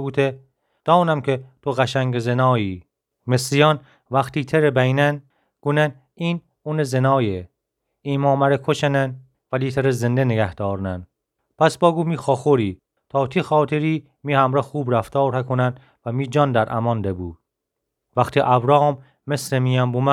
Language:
Gilaki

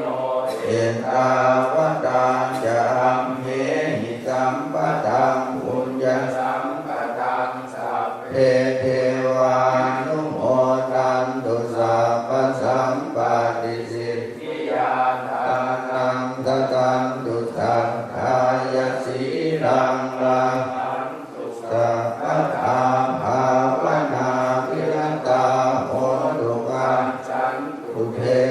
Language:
Pali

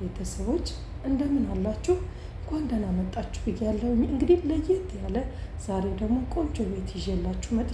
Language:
Amharic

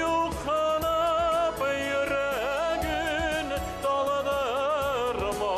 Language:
Bashkir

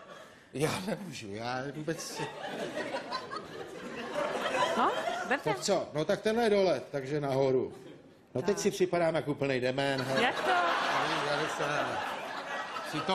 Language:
Czech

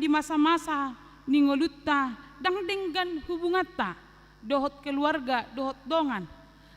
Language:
Batak Toba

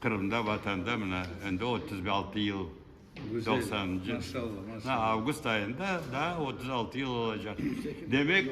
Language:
Crimean Tatar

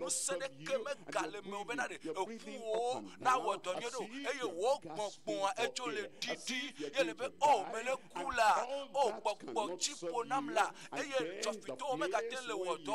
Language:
Ewe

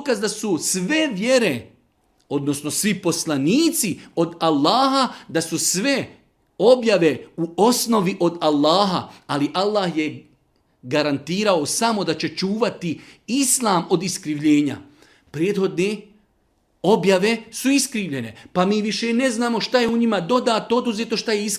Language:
Bosnian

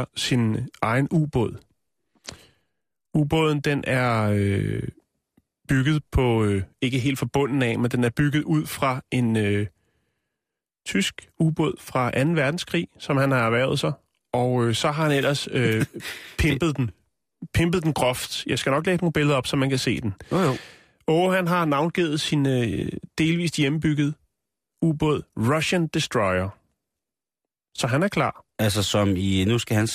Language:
Danish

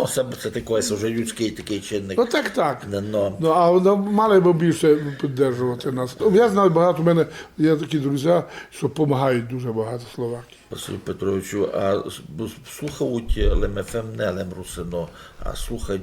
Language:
Rusyn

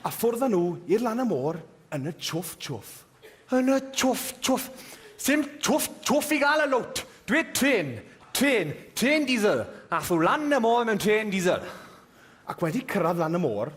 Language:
Welsh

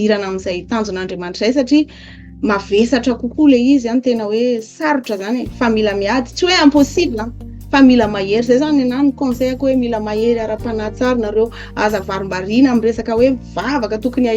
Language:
Malagasy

